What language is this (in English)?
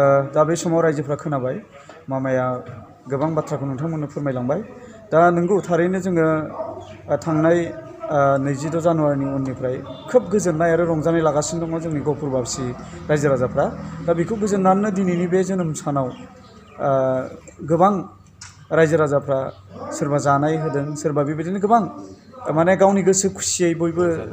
Bodo